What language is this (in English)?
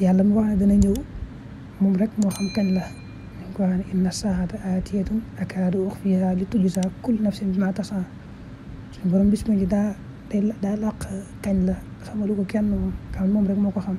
Wolof